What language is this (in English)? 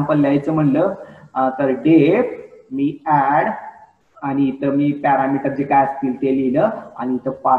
Marathi